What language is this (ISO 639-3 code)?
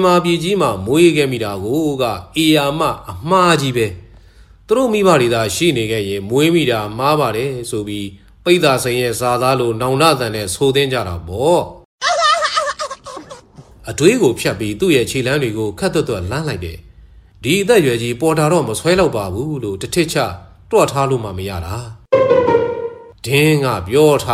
mya